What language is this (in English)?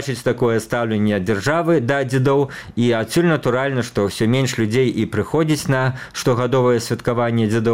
Belarusian